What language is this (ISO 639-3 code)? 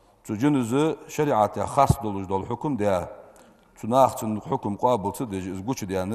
inh